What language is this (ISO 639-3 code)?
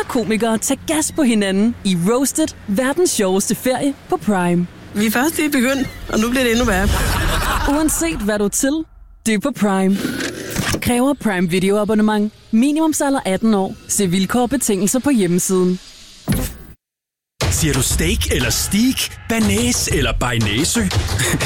dan